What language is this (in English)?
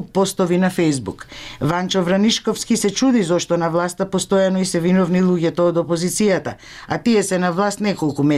Macedonian